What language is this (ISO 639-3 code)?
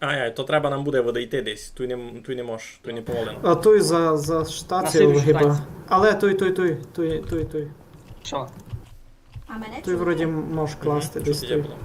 rue